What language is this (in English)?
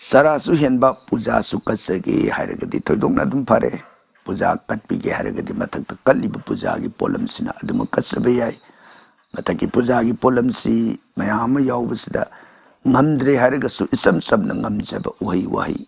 Manipuri